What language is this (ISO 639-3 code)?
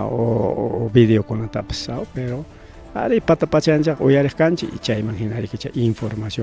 quy